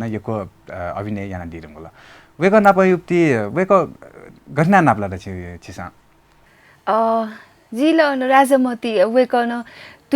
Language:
Newari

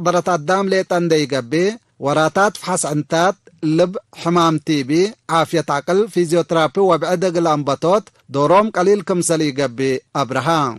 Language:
Tigre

